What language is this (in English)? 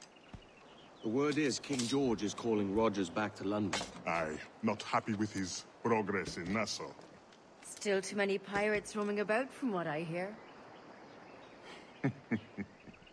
English